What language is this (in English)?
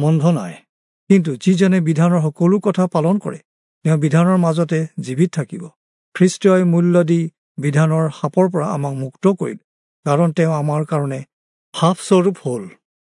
Assamese